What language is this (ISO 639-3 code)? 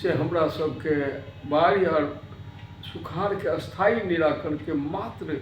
mai